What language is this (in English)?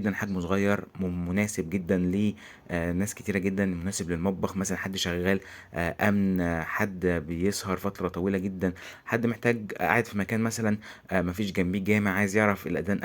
Egyptian Arabic